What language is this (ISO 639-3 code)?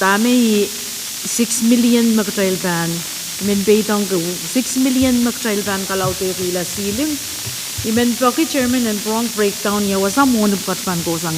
pon